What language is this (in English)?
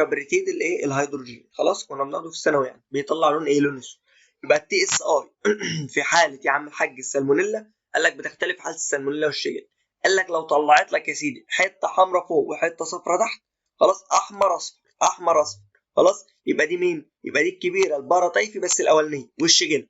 Egyptian Arabic